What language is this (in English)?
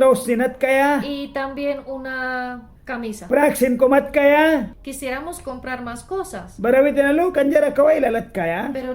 Mískito